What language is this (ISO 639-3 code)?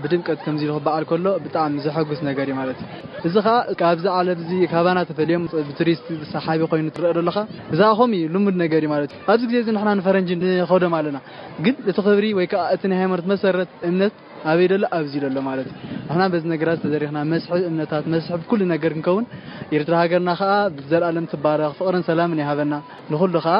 tir